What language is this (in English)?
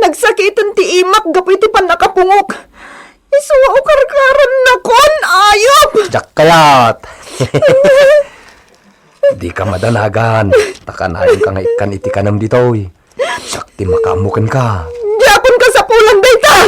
Iloko